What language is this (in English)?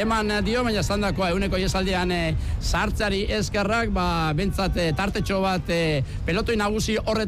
Basque